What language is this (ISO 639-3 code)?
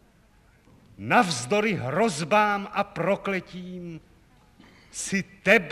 ces